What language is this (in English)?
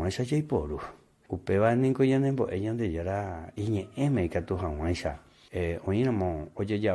Guarani